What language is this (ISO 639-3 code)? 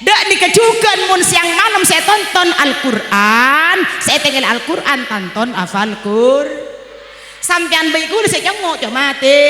mad